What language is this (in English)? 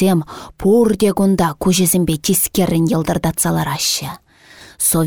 Chuvash